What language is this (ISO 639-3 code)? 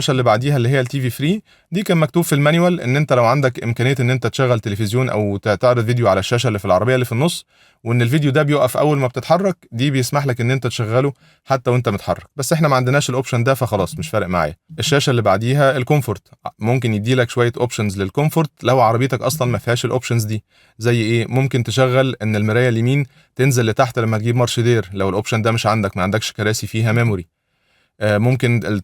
arz